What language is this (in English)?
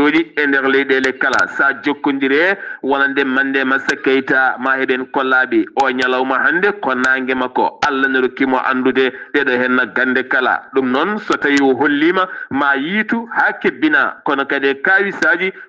Fula